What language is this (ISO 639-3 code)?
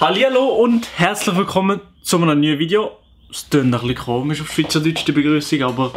gsw